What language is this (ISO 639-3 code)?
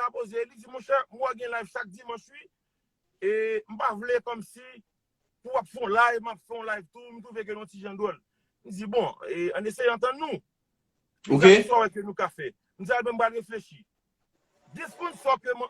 hat